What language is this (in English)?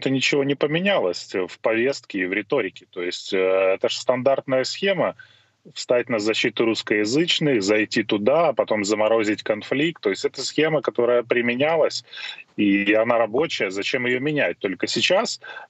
Russian